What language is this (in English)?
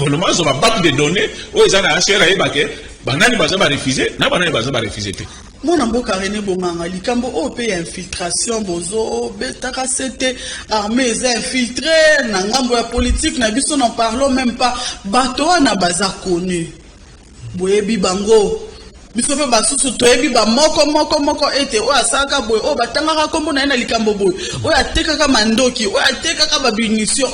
Lingala